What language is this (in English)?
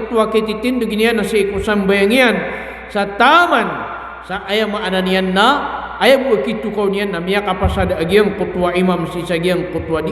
Maranao